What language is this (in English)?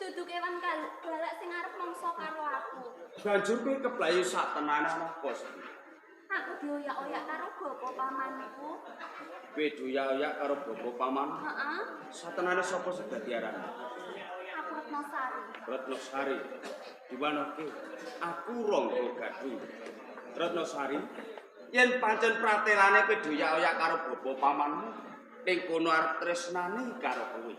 Javanese